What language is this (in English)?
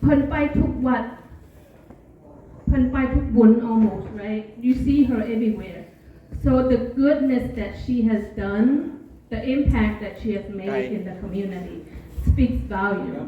Lao